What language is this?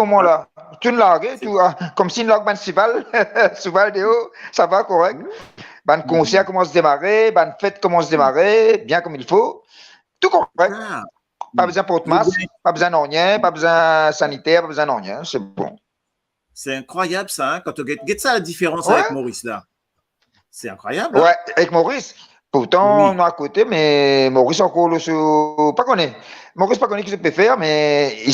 Morisyen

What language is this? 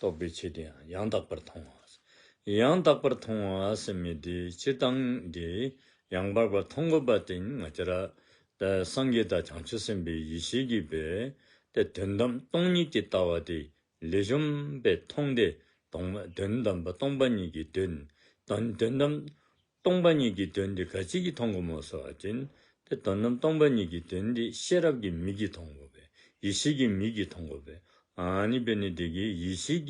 Dzongkha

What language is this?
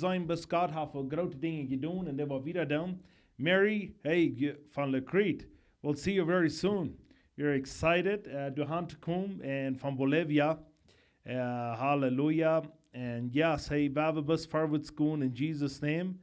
Plautdietsch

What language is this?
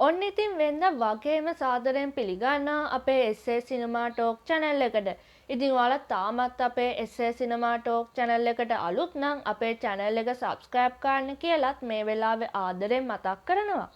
Sinhala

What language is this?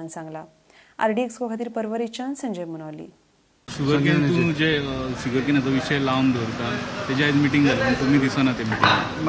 Konkani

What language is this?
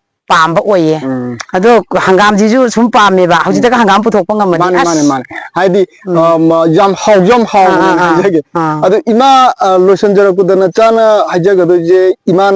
Manipuri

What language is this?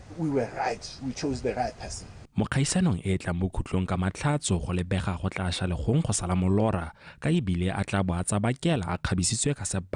Tswana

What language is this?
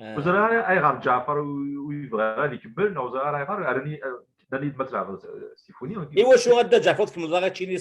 Kabyle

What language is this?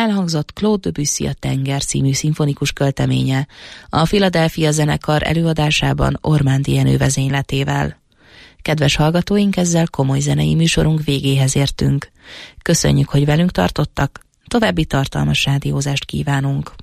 Hungarian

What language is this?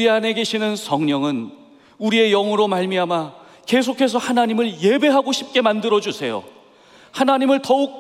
Korean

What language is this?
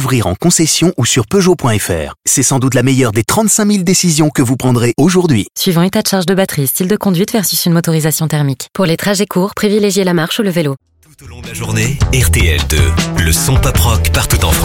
French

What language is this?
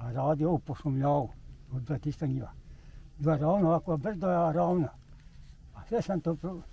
Bosnian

